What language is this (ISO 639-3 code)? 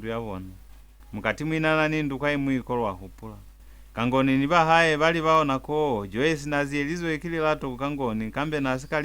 loz